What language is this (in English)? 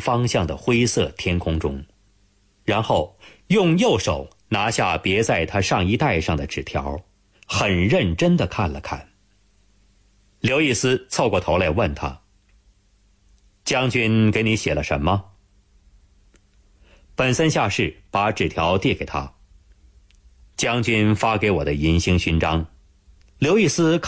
Chinese